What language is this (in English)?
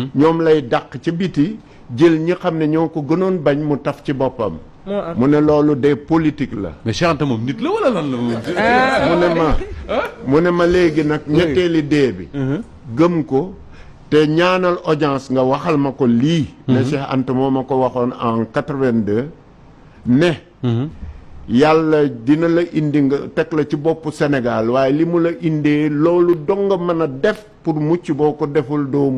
Wolof